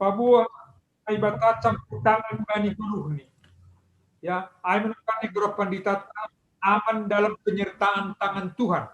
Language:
Batak Simalungun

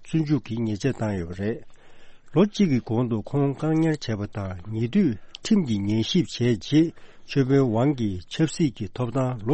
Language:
Tibetan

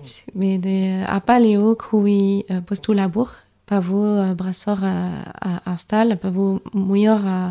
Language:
Breton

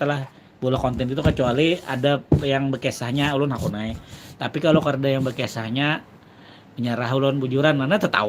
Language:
Banjar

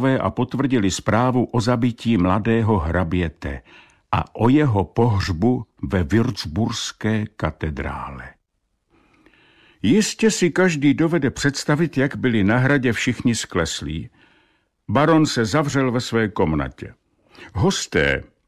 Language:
Czech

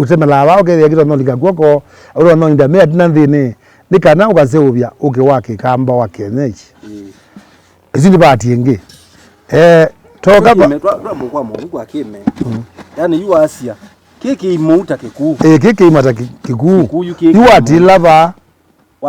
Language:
Kamba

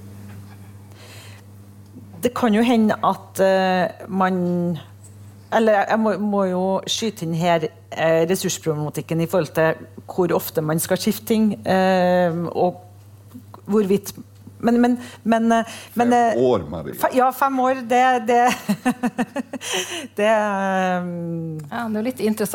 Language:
Norwegian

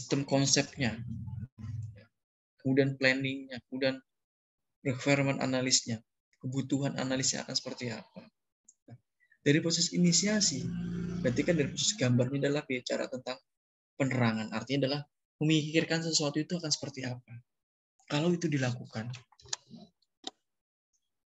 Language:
Indonesian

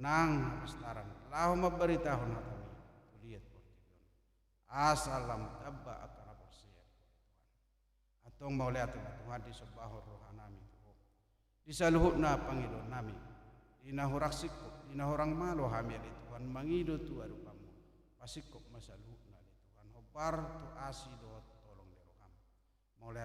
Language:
Batak Toba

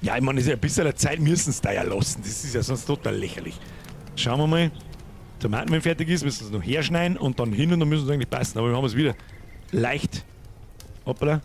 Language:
Bavarian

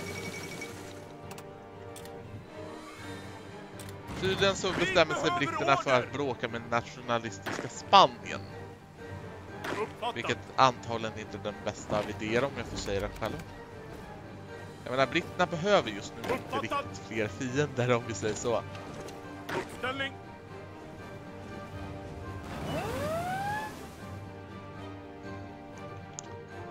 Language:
Swedish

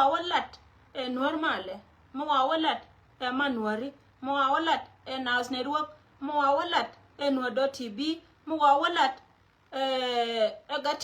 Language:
Nuer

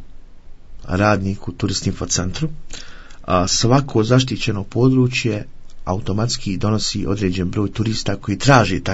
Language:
Croatian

